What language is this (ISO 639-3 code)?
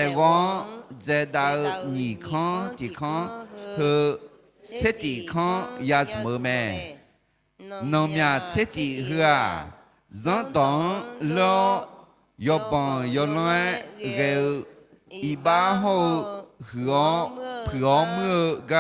ahk